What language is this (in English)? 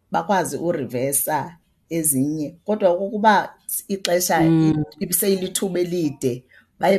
Xhosa